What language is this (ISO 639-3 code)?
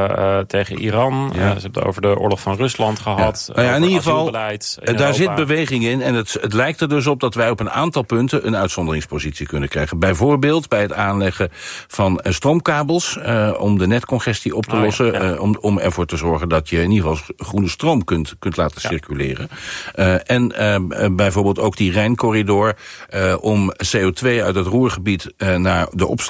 nld